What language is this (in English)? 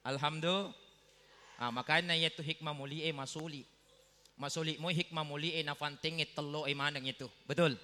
Buginese